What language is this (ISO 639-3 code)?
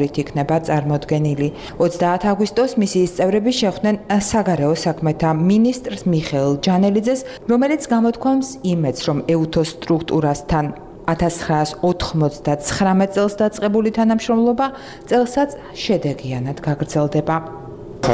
kat